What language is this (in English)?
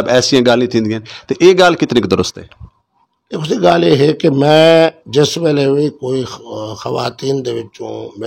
Saraiki